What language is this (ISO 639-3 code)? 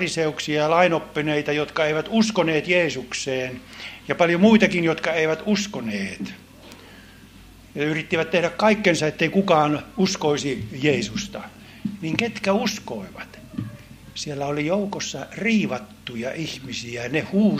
fin